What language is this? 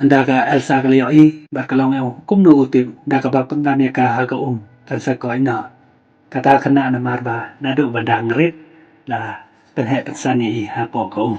Khasi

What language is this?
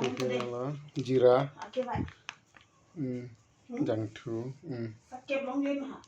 Karbi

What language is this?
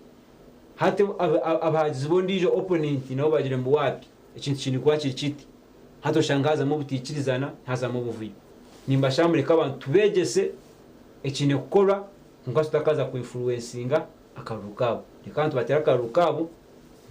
Nyankole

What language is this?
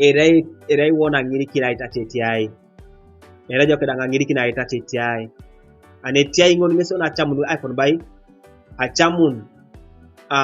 Teso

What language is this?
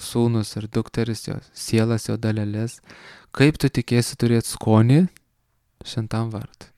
Lithuanian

